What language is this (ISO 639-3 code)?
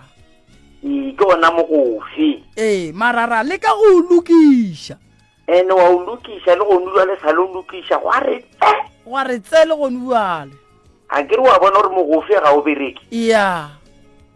nso